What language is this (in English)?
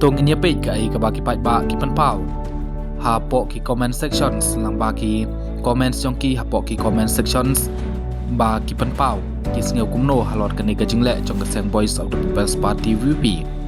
Khasi